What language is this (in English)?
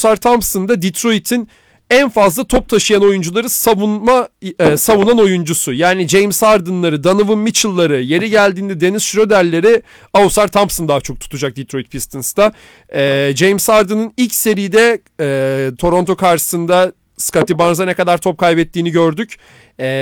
Turkish